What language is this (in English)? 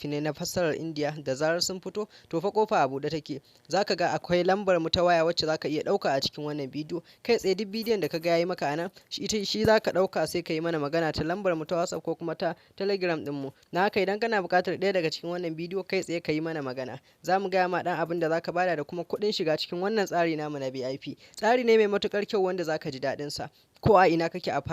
Hausa